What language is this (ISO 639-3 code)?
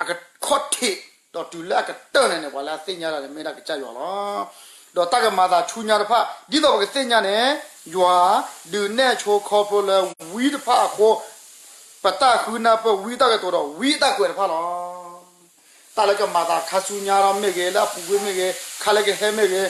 ksw